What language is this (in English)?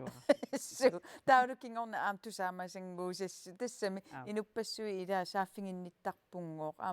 Kalaallisut